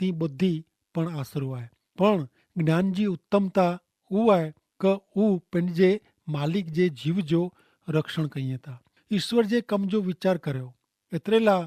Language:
Kachhi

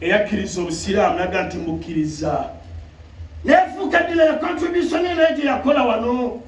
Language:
Ganda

